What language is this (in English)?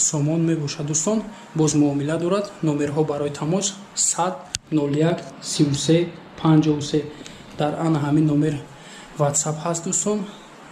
Tajik